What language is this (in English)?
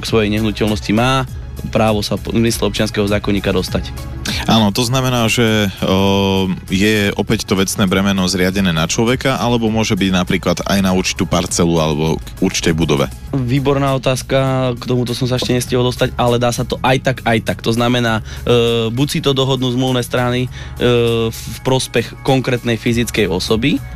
Slovak